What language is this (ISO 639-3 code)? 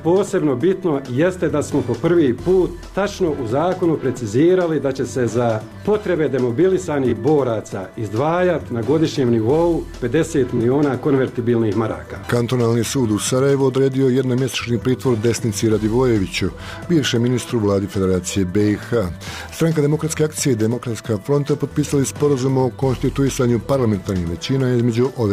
bos